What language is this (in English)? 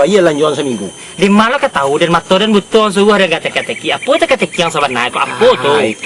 Minangkabau